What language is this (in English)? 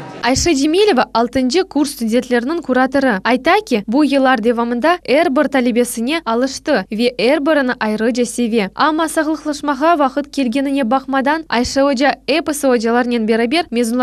Crimean Tatar